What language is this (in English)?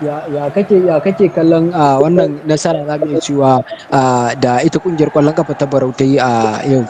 Hausa